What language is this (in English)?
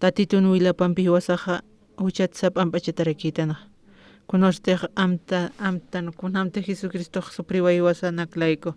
Aymara